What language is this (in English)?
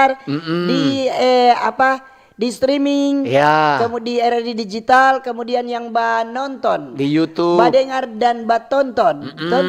Manado Malay